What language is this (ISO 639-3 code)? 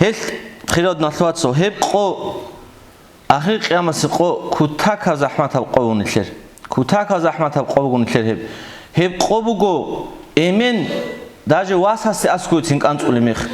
ava